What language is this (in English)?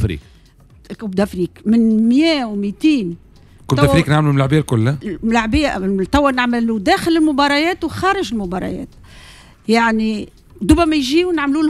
Tunisian Arabic